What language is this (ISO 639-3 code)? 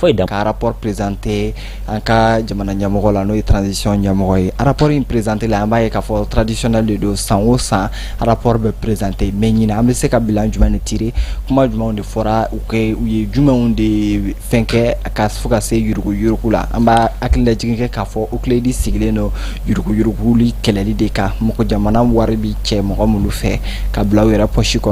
bam